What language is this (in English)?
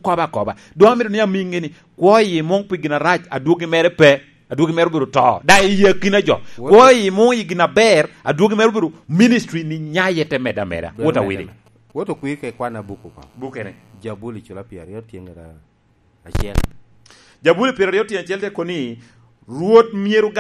Lango (Uganda)